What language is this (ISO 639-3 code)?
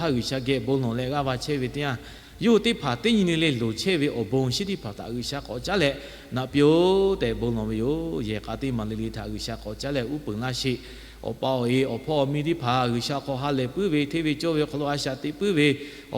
lhu